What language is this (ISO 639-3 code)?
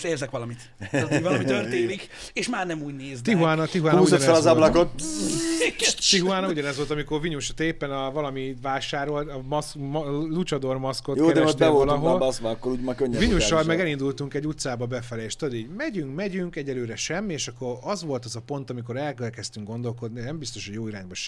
hun